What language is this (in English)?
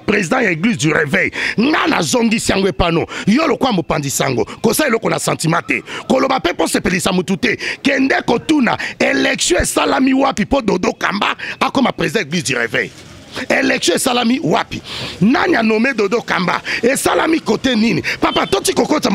Lingala